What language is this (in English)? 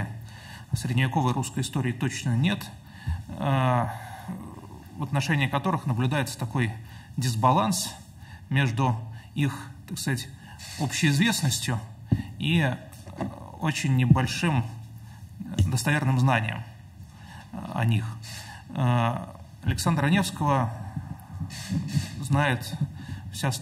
Russian